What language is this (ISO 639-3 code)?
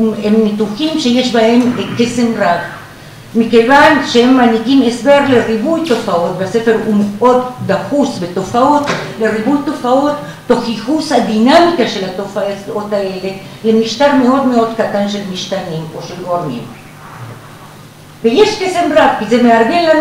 heb